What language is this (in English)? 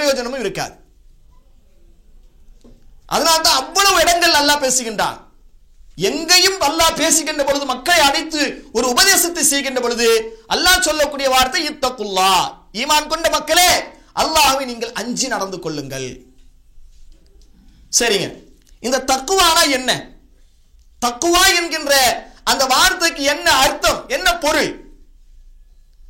Tamil